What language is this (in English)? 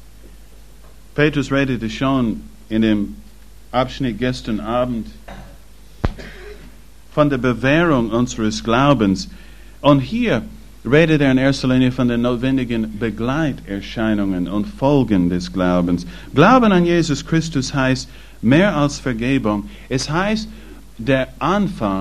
German